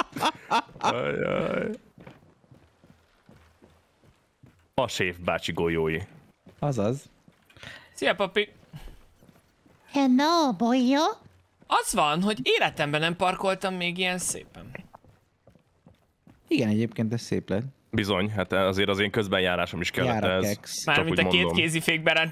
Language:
Hungarian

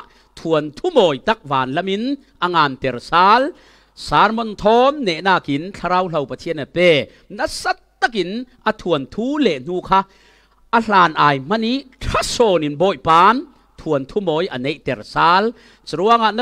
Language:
Falam Chin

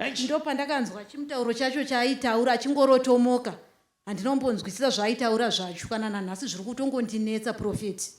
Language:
Shona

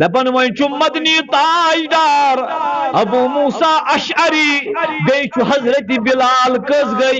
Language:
Kashmiri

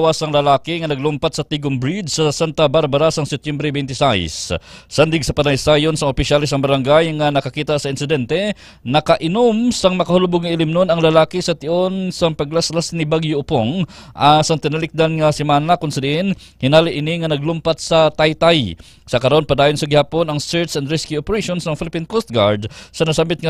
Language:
Hiligaynon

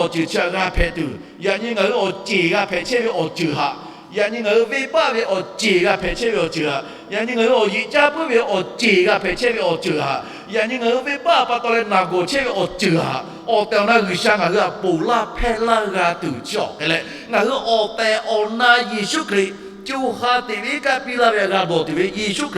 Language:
Lahu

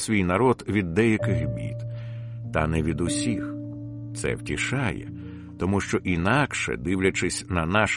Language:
Ukrainian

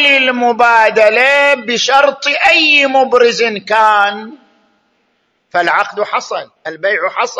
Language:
Arabic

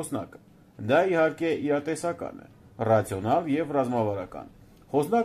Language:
Armenian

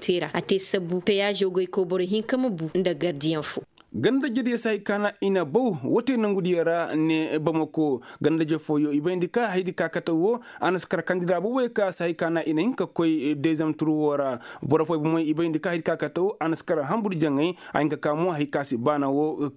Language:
Koyraboro Senni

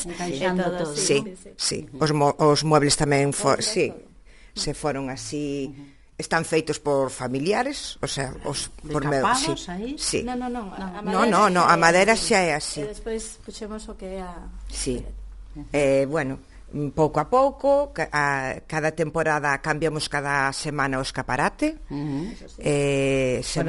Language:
Galician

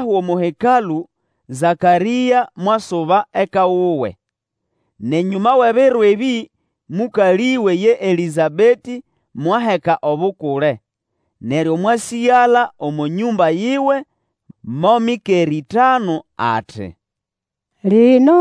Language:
Nande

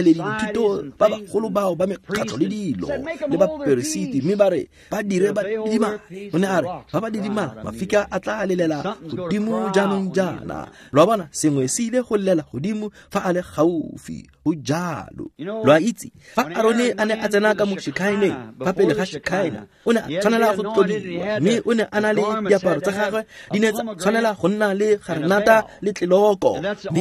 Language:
Tswana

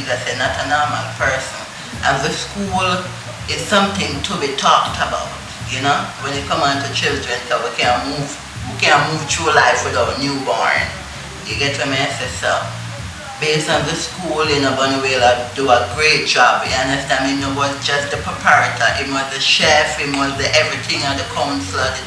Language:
Jamaican Creole English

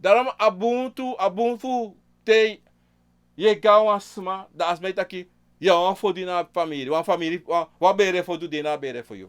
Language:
Sranan Tongo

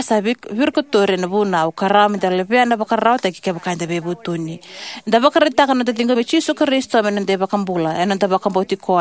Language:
Fijian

